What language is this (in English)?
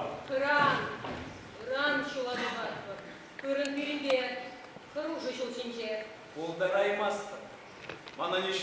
Chuvash